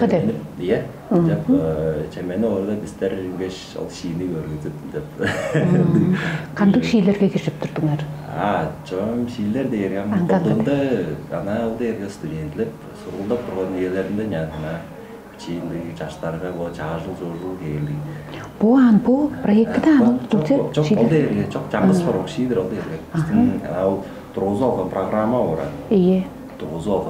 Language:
Tuvinian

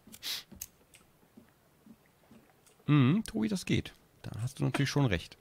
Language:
German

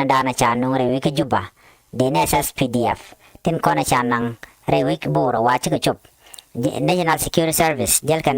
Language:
Nuer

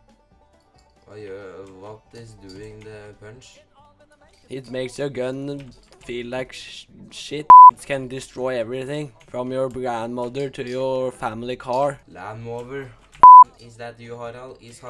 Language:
Norwegian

